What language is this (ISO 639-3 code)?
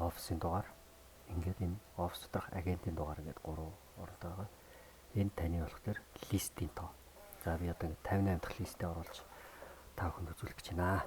mon